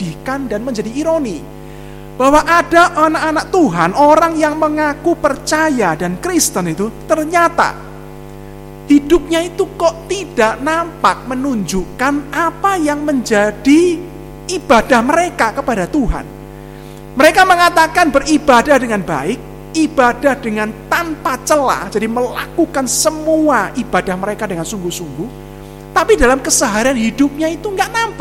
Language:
Indonesian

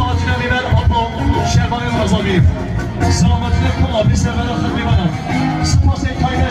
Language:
Kurdish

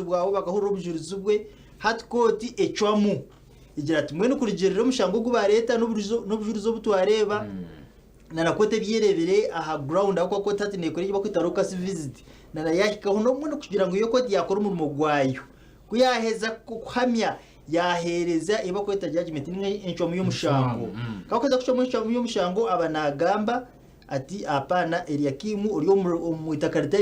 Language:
Nyankole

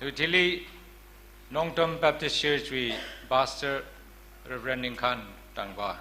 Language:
Tangkhul Naga (India)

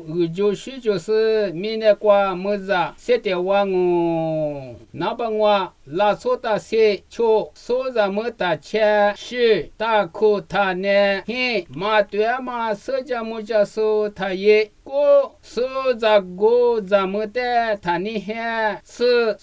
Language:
Lisu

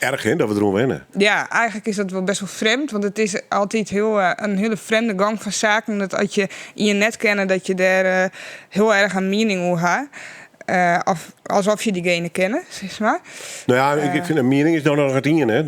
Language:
Western Frisian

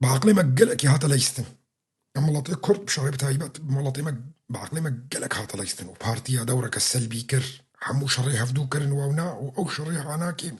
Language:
Kurdish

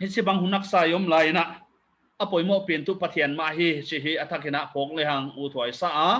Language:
Paite Chin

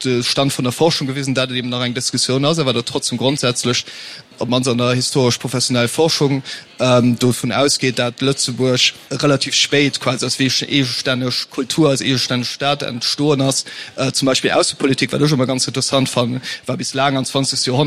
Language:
Luxembourgish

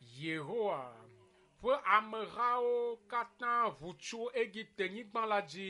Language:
Ewe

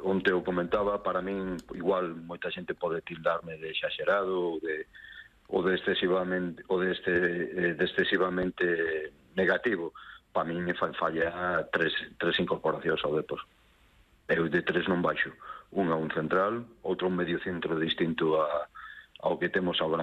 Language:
Galician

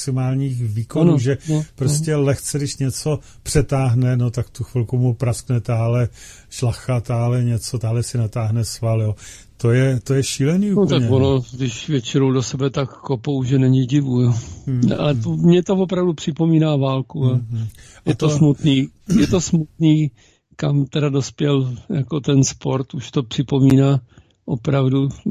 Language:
Czech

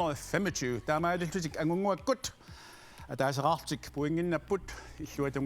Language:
Kalaallisut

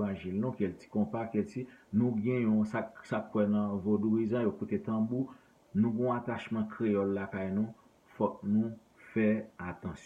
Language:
Haitian Creole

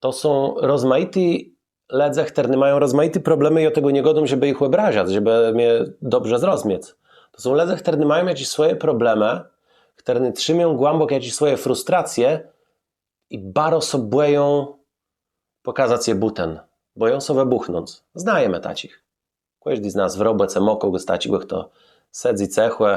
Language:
Kashubian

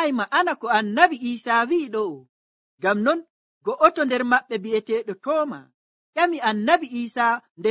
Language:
Nigerian Fulfulde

